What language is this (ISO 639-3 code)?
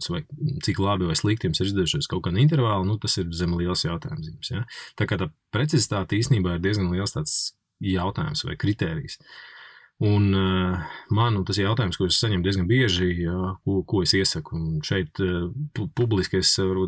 lav